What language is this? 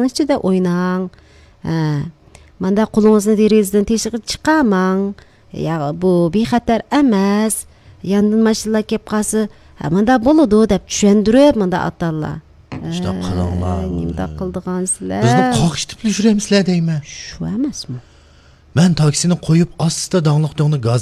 Uyghur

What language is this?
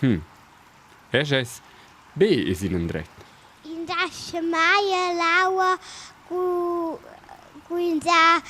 Romansh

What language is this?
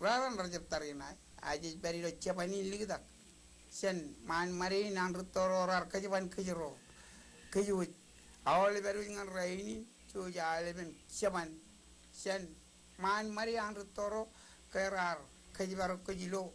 Marshallese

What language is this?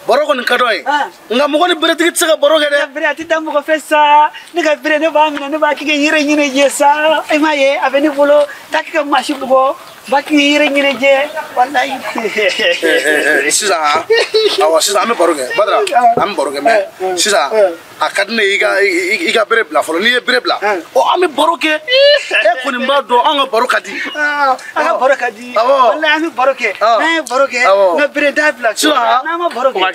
Bambara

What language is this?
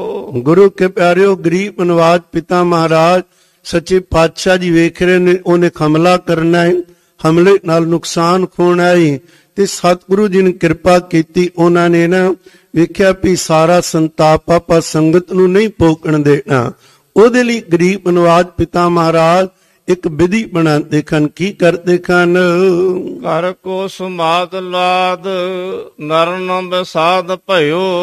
Punjabi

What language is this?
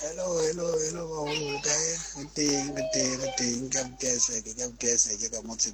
Southern Sotho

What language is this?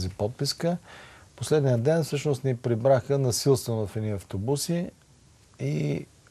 Bulgarian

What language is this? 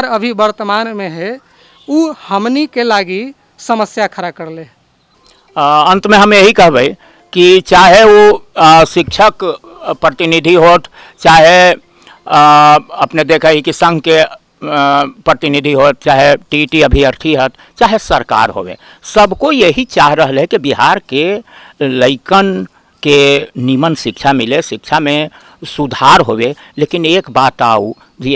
Magahi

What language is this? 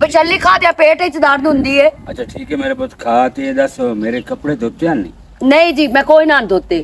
Western Panjabi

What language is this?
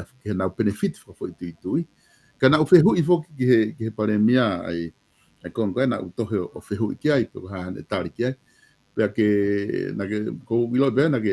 Tongan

